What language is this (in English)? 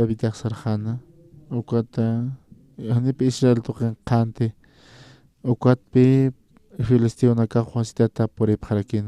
Aymara